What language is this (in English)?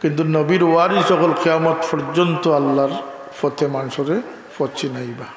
Sylheti